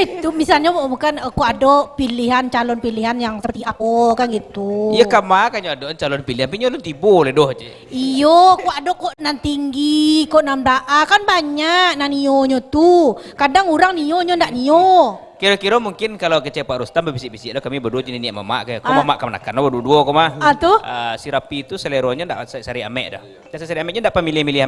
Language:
Minangkabau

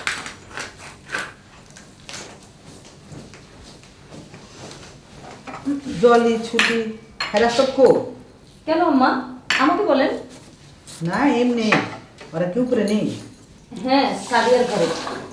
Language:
Bangla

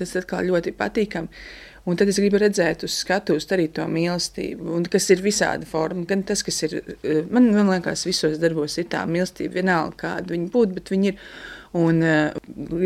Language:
Latvian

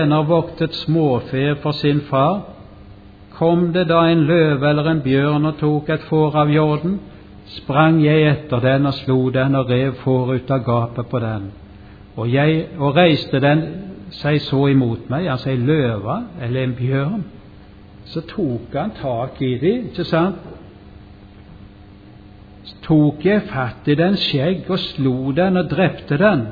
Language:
Norwegian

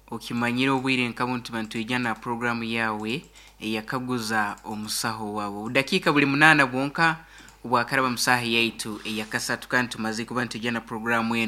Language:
Nyoro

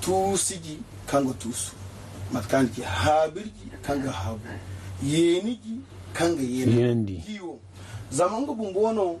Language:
Zarma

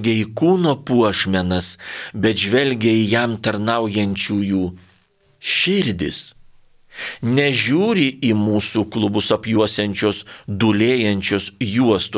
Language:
Lithuanian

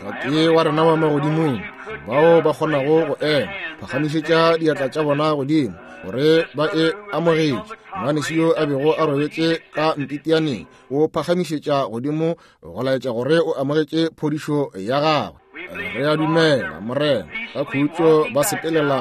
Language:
Northern Sotho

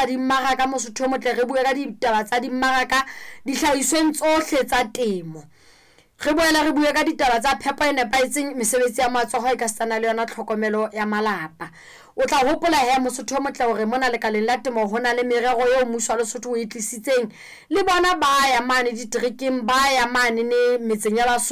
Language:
Southern Sotho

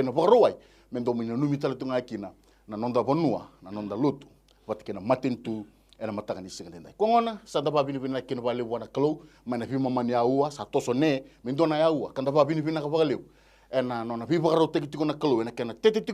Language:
Fijian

